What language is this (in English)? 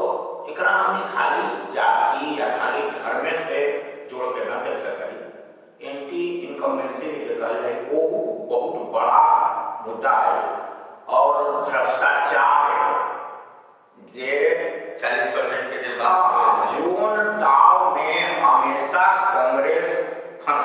Magahi